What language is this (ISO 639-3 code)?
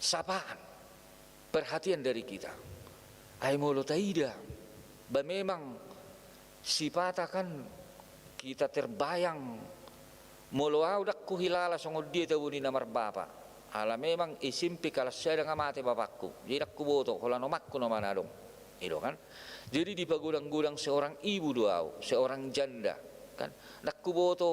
bbc